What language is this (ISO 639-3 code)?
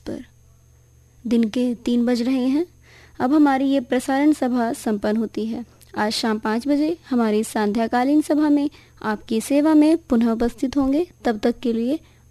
hin